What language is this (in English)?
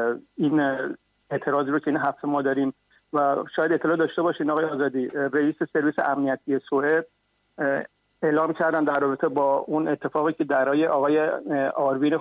Persian